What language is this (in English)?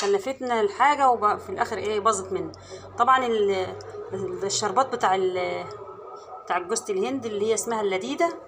Egyptian Arabic